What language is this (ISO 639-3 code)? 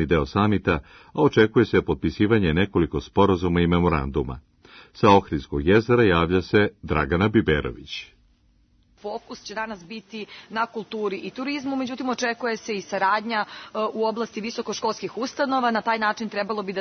srp